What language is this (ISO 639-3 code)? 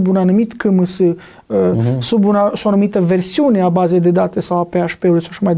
ron